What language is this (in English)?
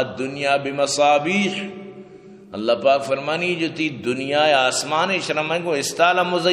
Eastern Balochi